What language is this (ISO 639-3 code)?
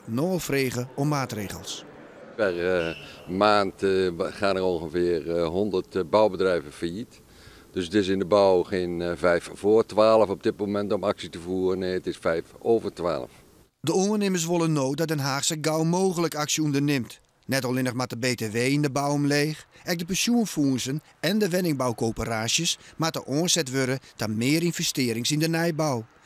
fry